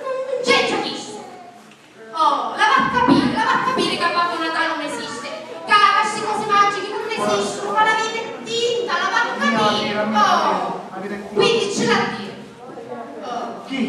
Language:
Sicilian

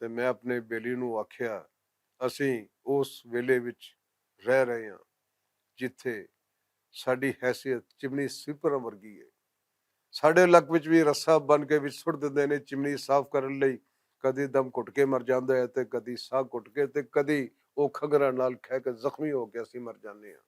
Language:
Western Panjabi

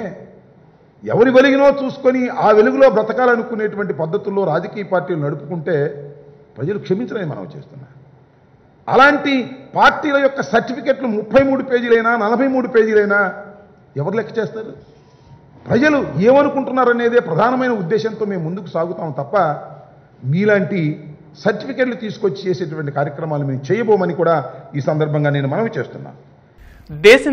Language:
Telugu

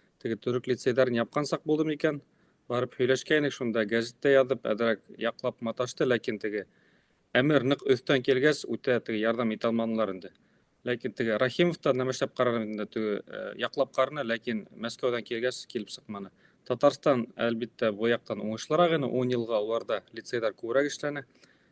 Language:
Bashkir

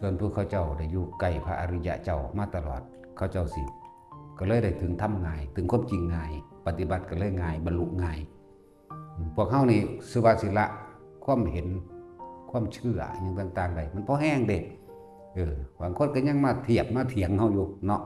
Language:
Northeastern Thai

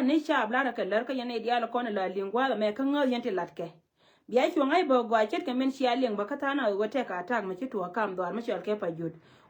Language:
Nuer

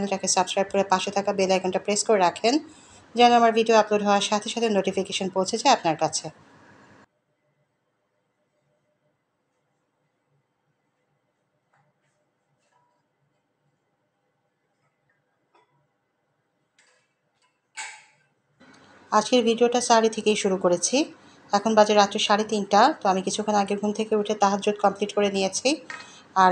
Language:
Bangla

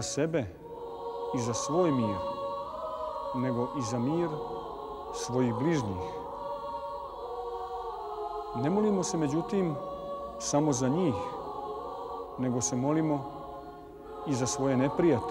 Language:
Serbian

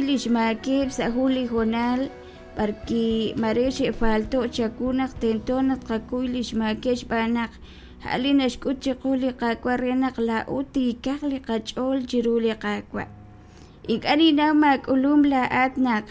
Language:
Kekchí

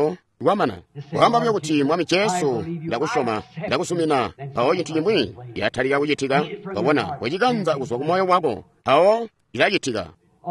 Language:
Tonga (Zambia)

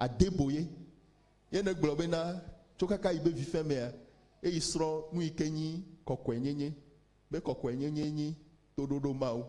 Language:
Ewe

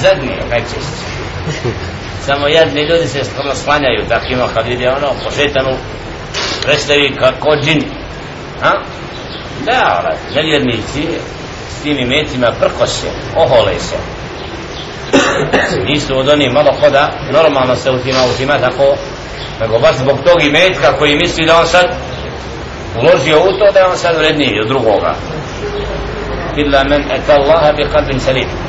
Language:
Bosnian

